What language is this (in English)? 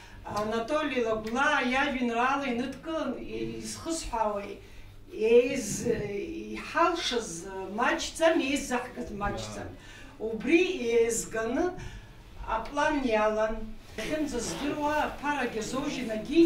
Abkhazian